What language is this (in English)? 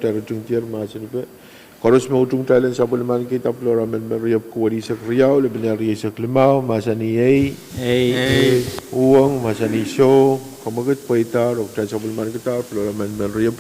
Pohnpeian